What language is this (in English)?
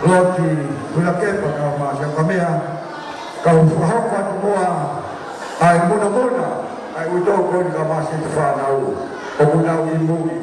Tongan